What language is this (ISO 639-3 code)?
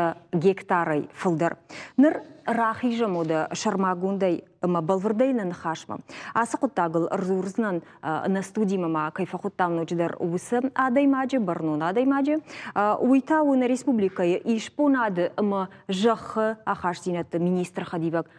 oss